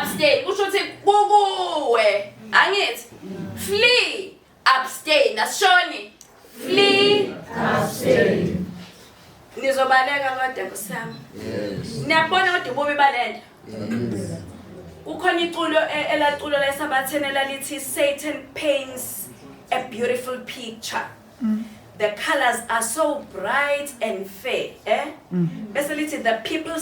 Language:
Zulu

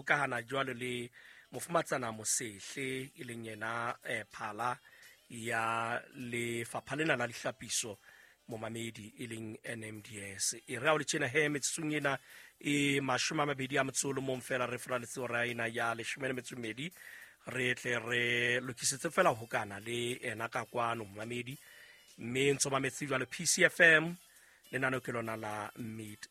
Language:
Southern Sotho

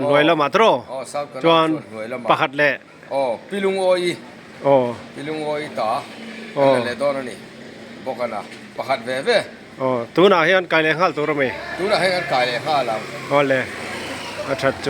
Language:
Mizo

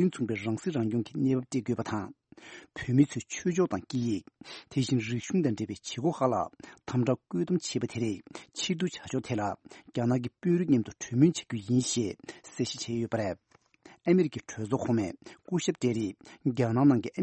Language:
Tibetan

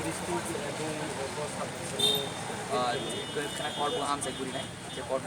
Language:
Kok Borok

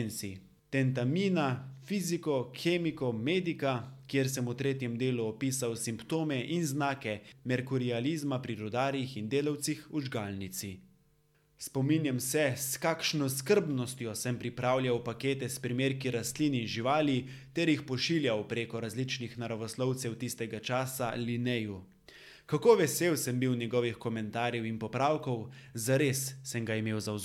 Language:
Slovenian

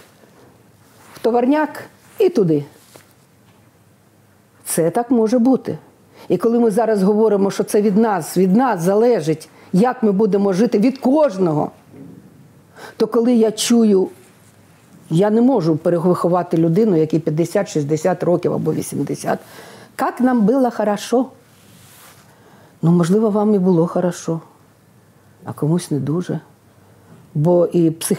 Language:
Ukrainian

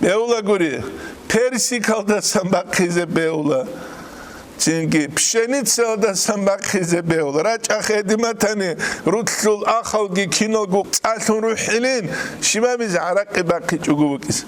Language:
Avaric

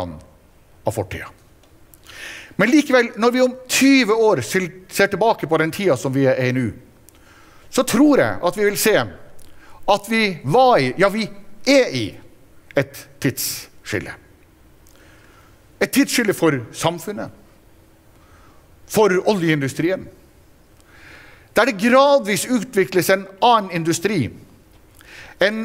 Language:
Norwegian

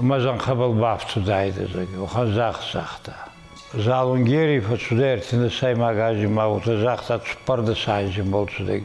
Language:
Ossetic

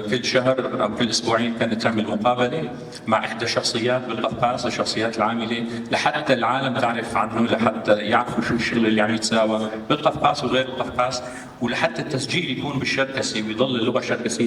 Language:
North Levantine Arabic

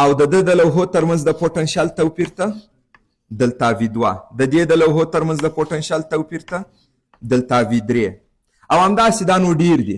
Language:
Pashto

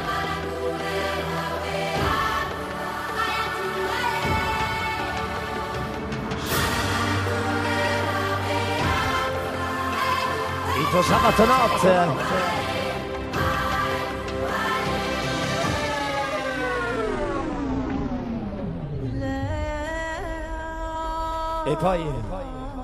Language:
Italian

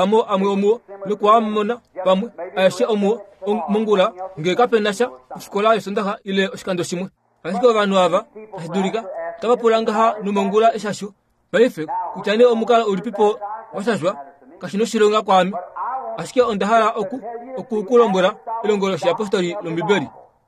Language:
Kuanyama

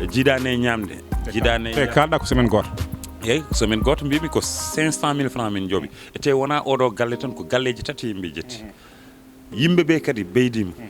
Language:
Fula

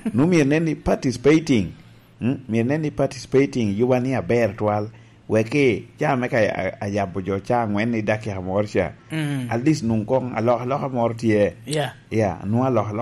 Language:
Lango (Uganda)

